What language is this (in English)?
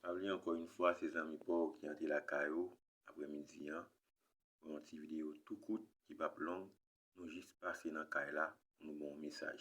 Haitian Creole